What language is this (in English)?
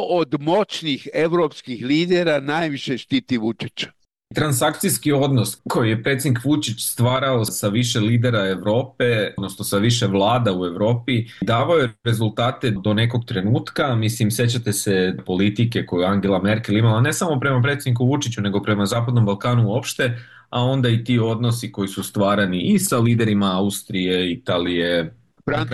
Serbian